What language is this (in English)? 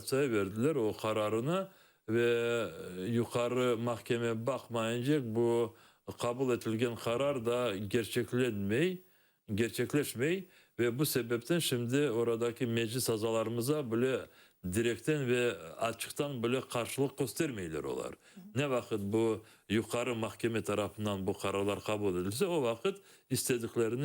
Crimean Tatar